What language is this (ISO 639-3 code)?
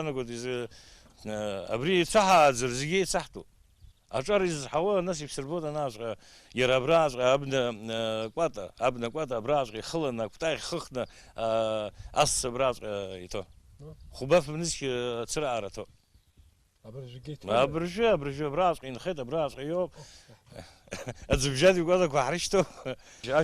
abk